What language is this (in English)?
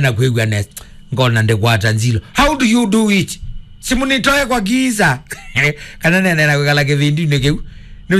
Kamba